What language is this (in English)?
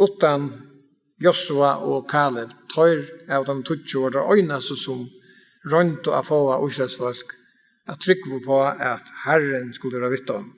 Faroese